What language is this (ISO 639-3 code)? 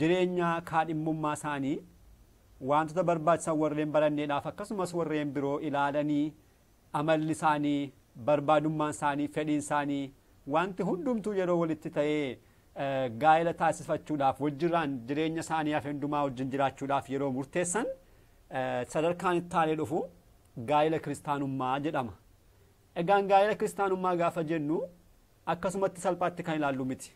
orm